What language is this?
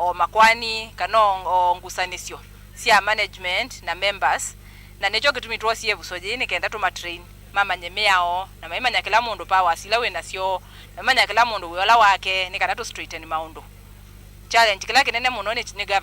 Kamba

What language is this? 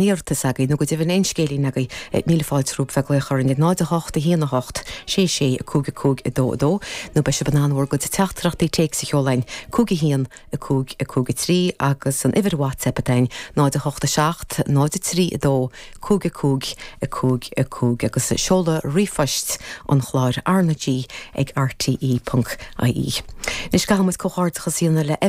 Irish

